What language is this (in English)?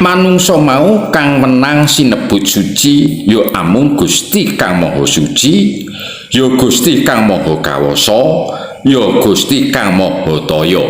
Javanese